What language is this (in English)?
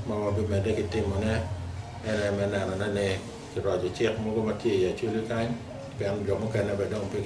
Acoli